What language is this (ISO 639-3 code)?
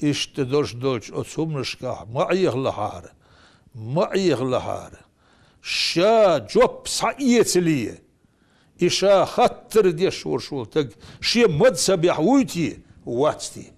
che